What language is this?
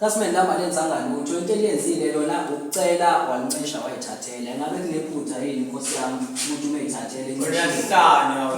Zulu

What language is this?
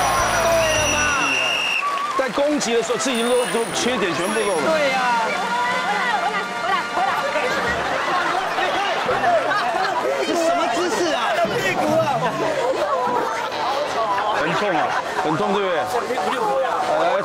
Chinese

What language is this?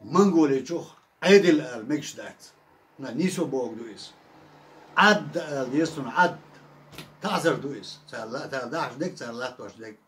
Chechen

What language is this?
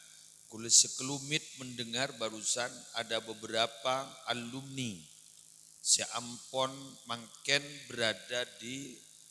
Madurese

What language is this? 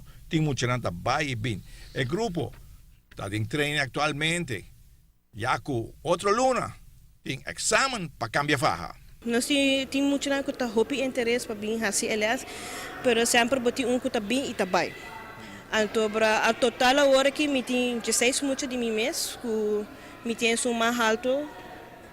Papiamento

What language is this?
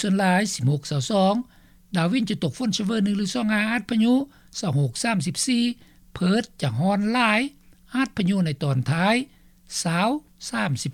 Lao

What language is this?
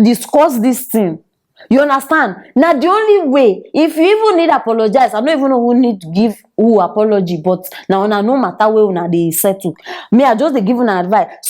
Nigerian Pidgin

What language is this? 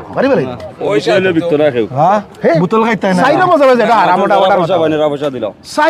Sylheti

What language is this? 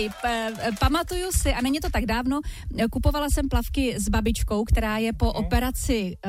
Czech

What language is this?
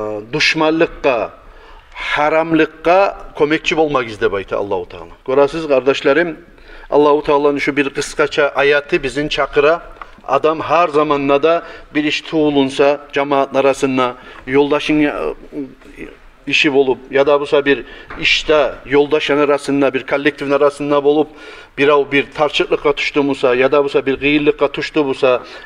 Kumyk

